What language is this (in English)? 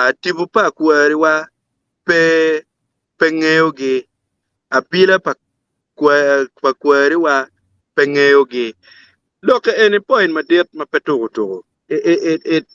Acoli